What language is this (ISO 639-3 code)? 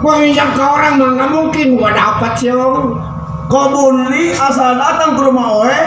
bew